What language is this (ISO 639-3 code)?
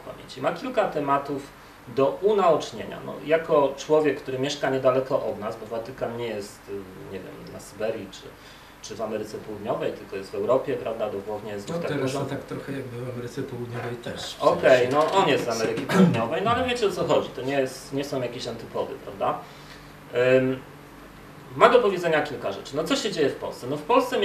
pol